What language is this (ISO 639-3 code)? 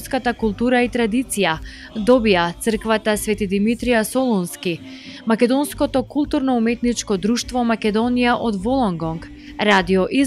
mkd